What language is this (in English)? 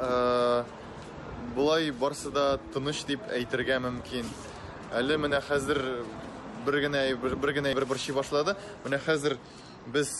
Tatar